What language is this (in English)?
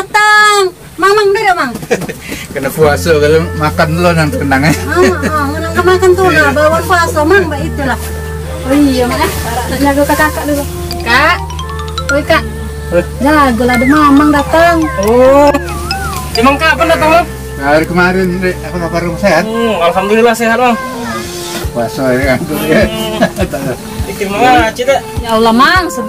Musi